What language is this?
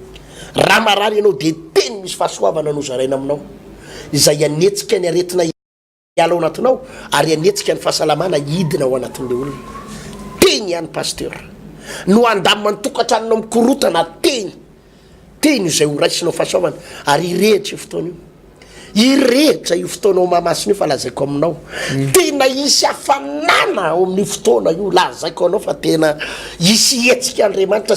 Malagasy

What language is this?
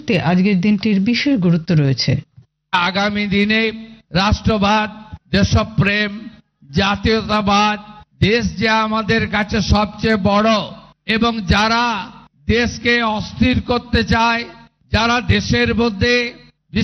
Bangla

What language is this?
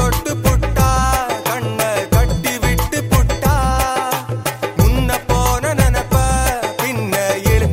Tamil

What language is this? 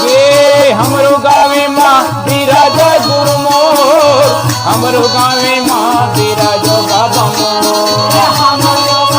Chhattisgarhi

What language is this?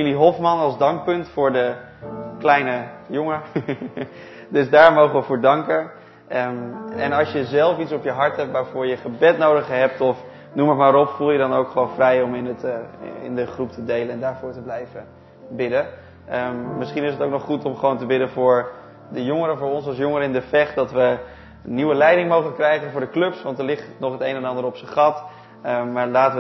Dutch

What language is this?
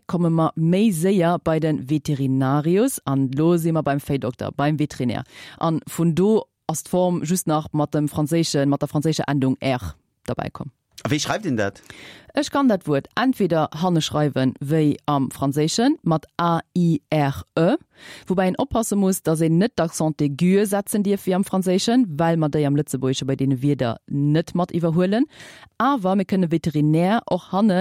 Luxembourgish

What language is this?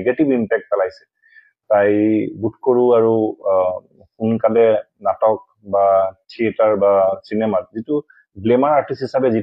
Assamese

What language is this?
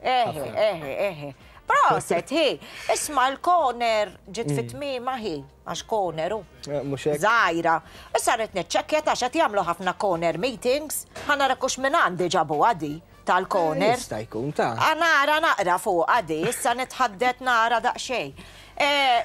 Maltese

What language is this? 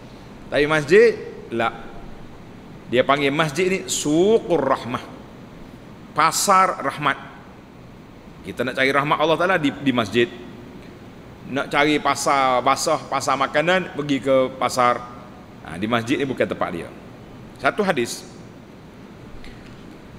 Malay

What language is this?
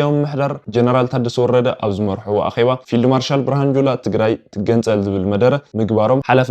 Tigrinya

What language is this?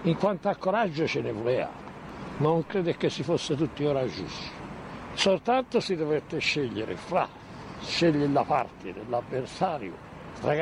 Italian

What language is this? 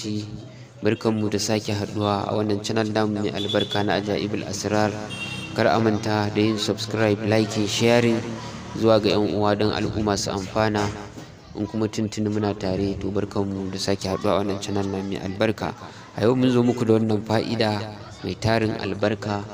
Hausa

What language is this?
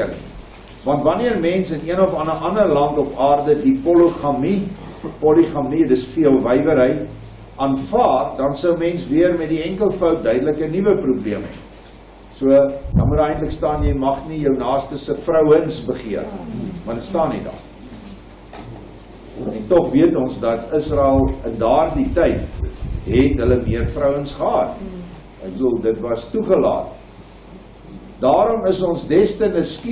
Afrikaans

